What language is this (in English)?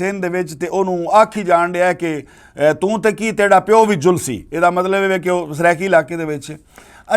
Western Panjabi